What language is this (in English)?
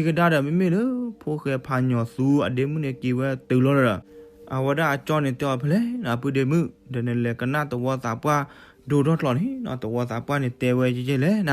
S'gaw Karen